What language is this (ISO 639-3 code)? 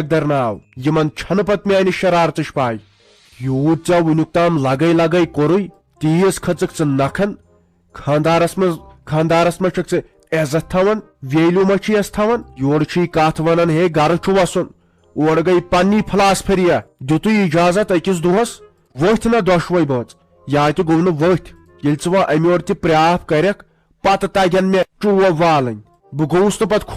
kas